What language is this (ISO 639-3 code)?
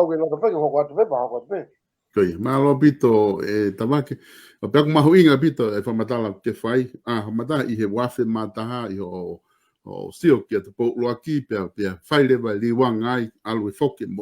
ton